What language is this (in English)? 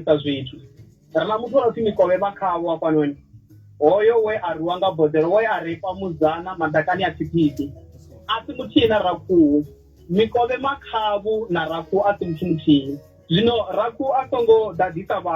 Venda